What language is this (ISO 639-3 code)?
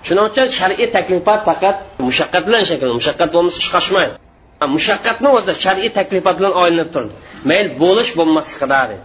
uig